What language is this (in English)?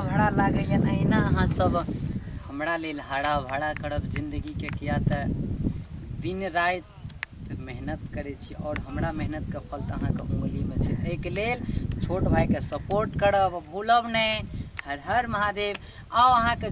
Maithili